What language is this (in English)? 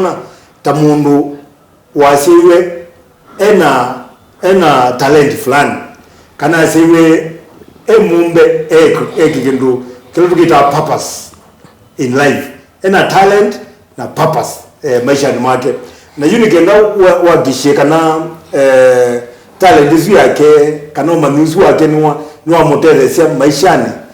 Kamba